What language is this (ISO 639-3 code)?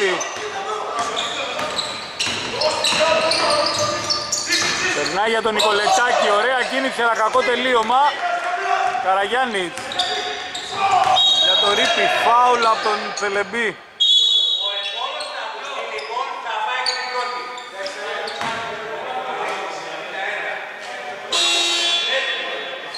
ell